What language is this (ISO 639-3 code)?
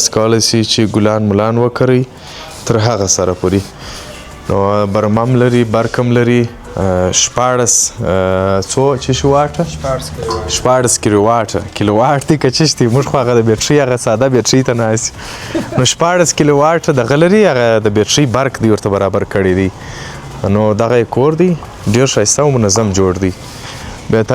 pus